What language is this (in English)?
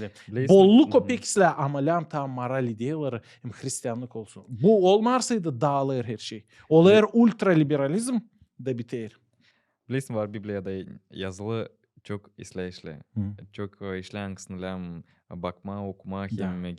Gagauz